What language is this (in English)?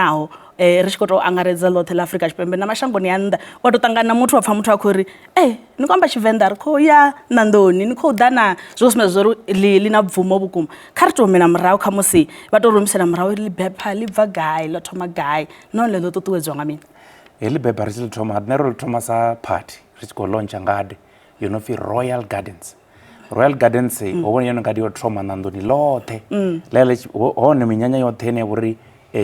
Venda